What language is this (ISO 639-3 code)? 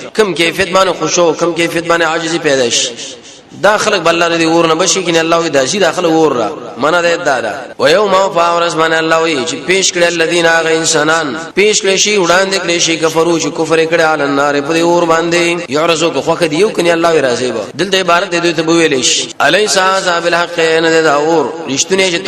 pus